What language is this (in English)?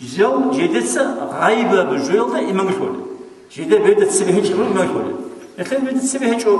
Avaric